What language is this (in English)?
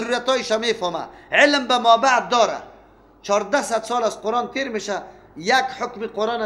Persian